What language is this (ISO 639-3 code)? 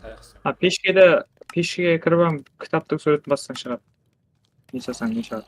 kaa